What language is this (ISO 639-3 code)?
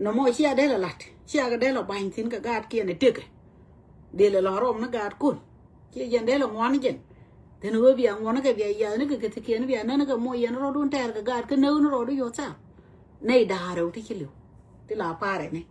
nus